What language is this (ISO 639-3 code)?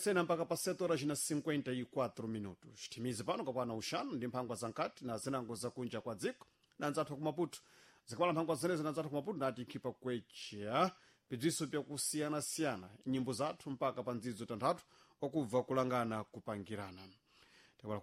seh